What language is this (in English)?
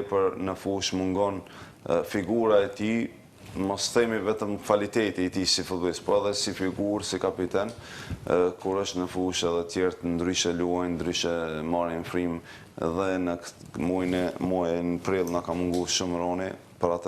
Albanian